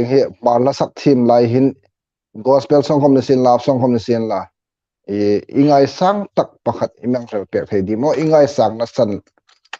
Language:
Hmar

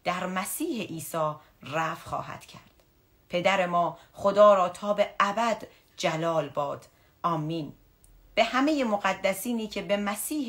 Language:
Persian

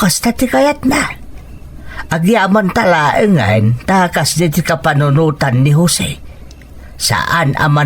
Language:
Iloko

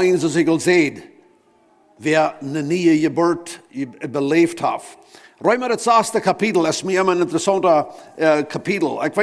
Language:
Plautdietsch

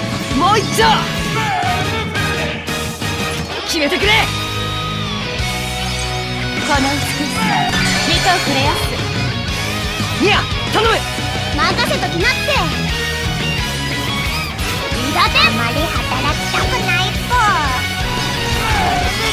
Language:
Japanese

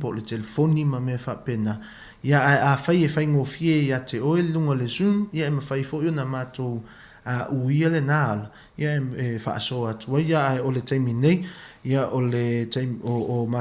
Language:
Samoan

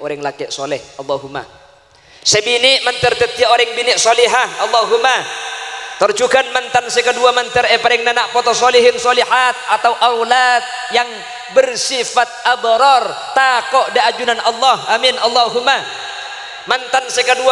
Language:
Madurese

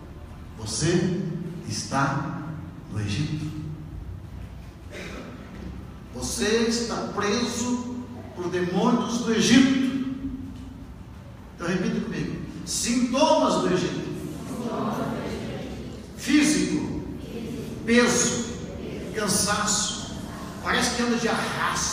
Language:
Portuguese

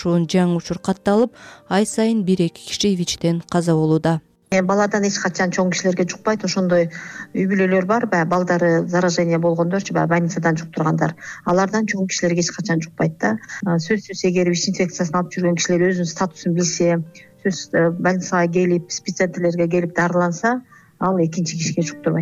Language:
Kyrgyz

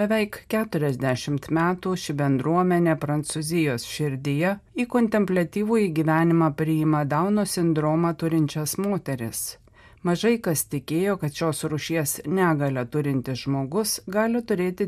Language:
Lithuanian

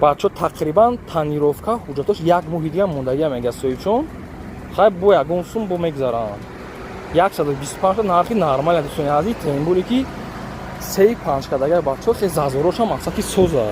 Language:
Tajik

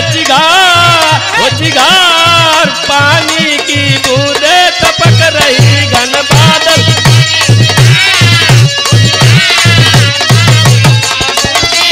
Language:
Bhojpuri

